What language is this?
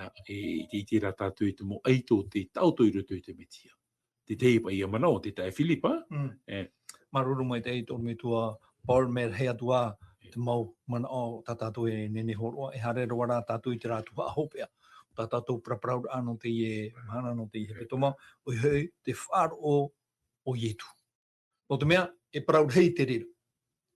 Tahitian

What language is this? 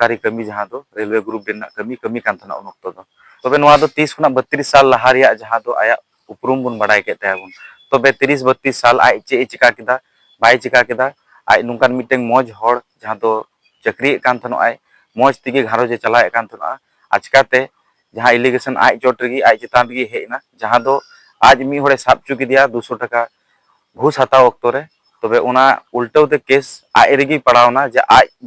Santali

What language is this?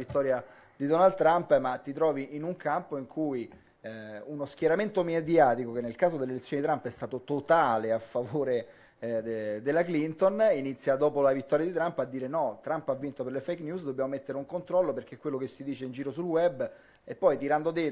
Italian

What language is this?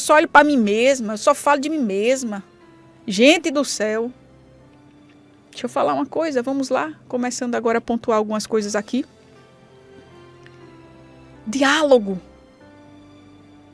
Portuguese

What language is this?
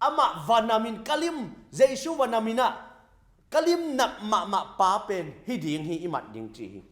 Tedim Chin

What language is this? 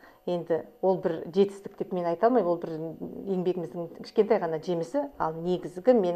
Kazakh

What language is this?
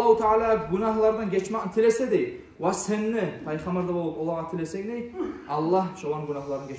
Kumyk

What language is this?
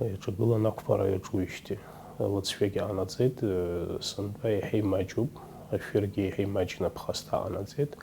Abkhazian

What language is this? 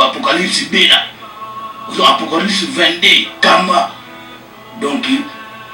Lingala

